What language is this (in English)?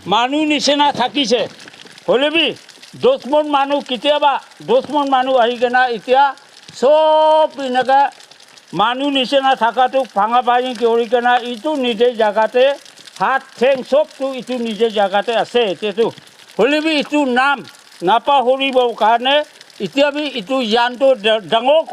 Naga Pidgin